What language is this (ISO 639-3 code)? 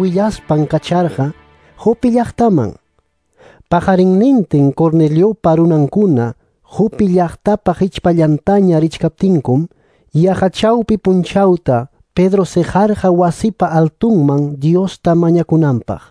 que